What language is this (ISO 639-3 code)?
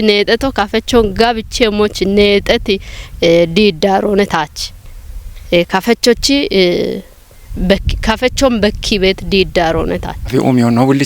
kbr